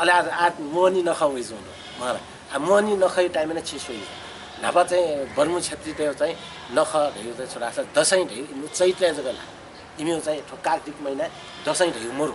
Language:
Newari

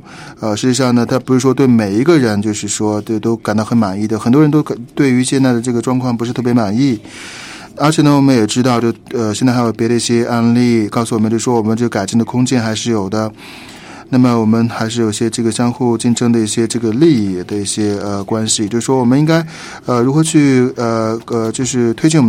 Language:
Chinese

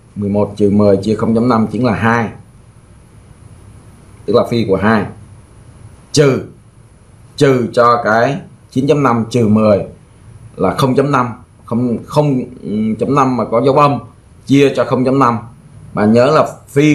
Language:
Vietnamese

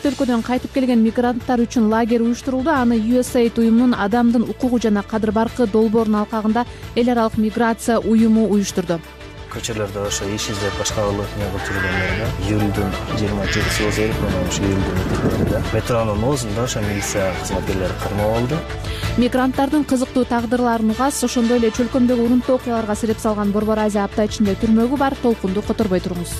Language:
Kyrgyz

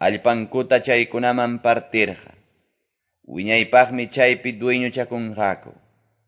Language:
Quechua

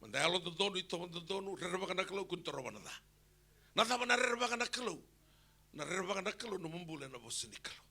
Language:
Fijian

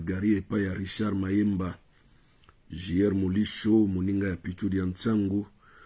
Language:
Lingala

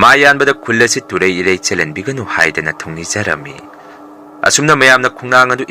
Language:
Manipuri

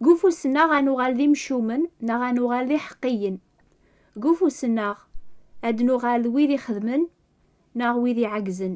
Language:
Kabyle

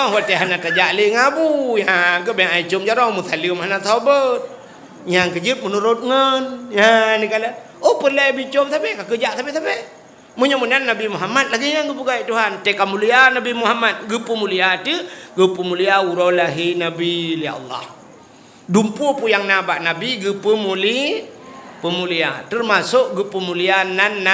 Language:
Achinese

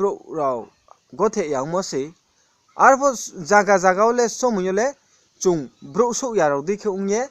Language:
Riang (India)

